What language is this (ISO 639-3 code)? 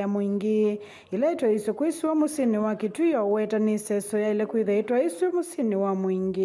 kam